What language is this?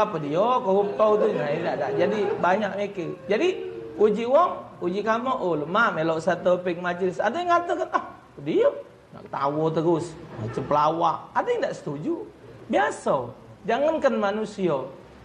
Musi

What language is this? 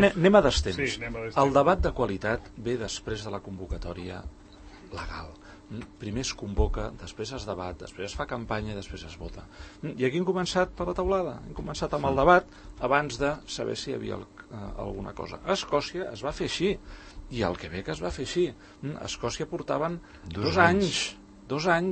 Catalan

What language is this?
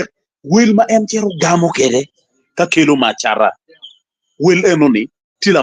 Acoli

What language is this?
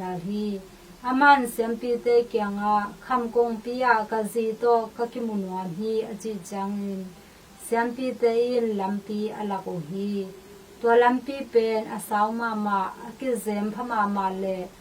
Tedim Chin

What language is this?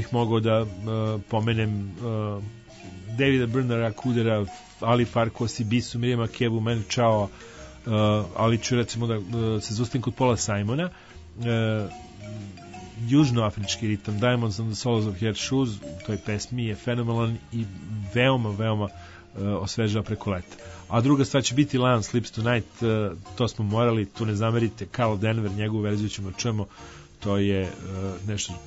Serbian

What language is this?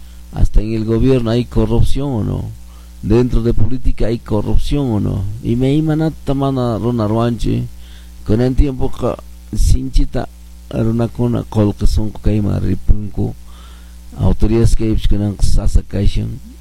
Quechua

